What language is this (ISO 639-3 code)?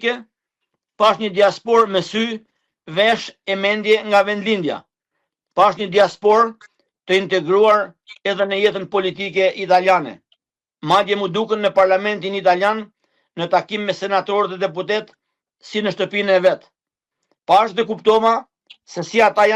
sqi